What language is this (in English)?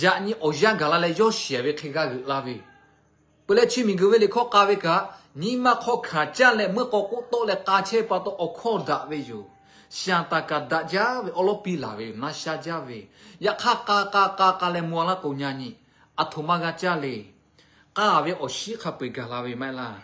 Lahu